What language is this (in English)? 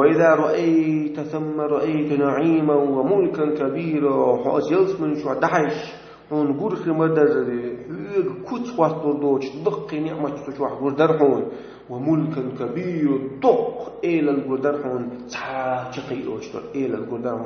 Chechen